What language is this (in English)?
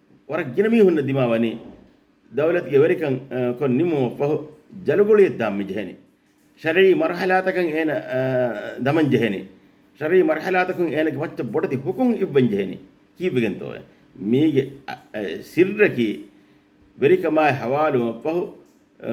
Divehi